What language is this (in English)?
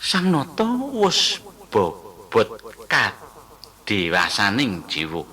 Javanese